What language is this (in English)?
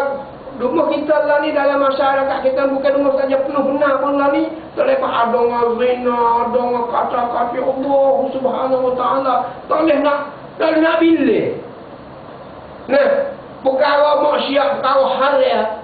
Malay